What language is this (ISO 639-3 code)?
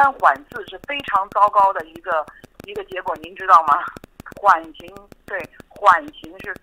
zho